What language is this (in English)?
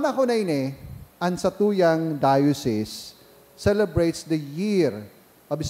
Bikol